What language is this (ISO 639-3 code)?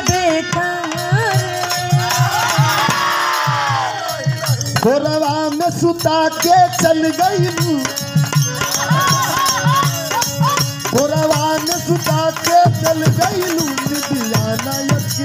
bho